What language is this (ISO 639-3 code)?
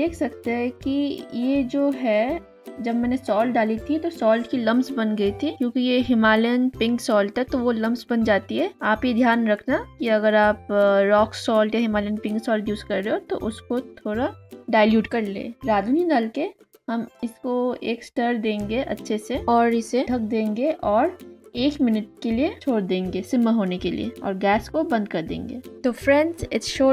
hin